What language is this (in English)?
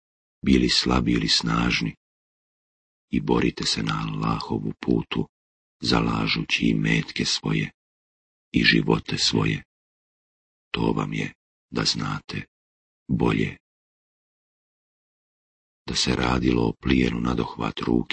Bosnian